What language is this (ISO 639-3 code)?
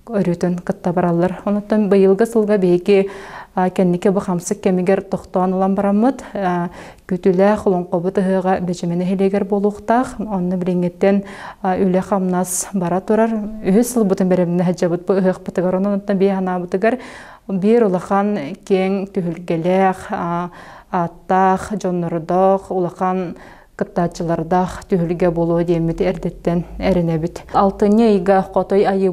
sah